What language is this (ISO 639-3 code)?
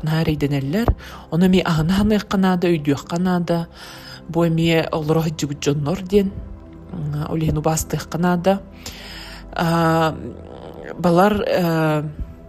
sah